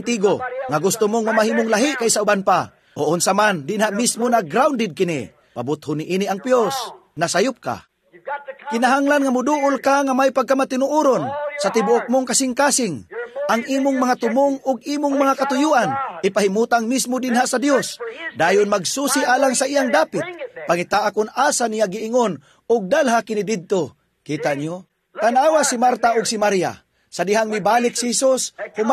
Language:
Cebuano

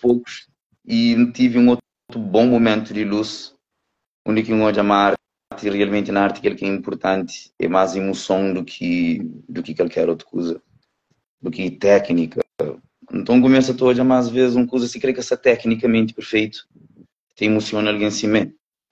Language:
Kabuverdianu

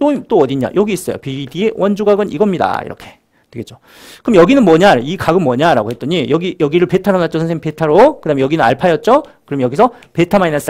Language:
Korean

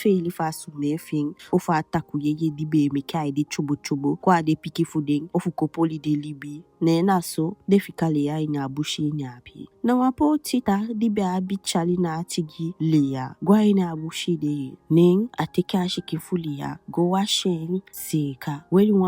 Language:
Eastern Maroon Creole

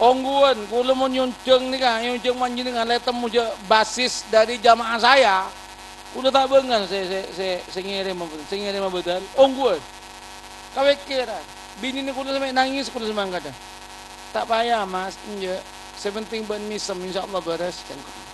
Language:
Madurese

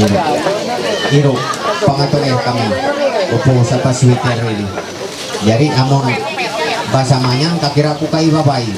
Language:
Ma'anyan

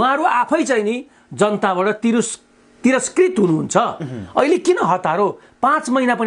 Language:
Nepali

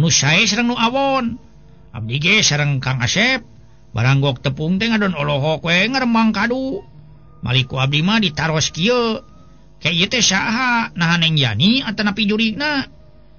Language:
Sundanese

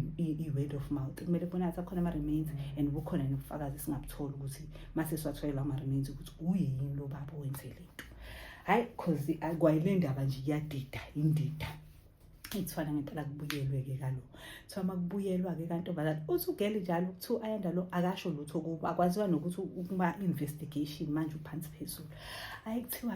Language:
Zulu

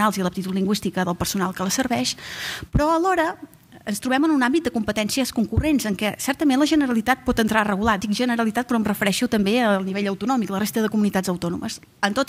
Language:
Catalan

